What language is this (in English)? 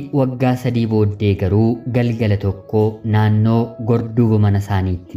Oromo